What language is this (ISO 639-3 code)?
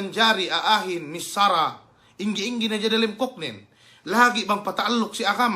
yka